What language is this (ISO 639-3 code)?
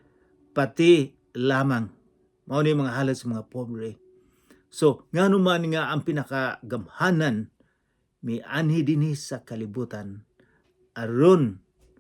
ceb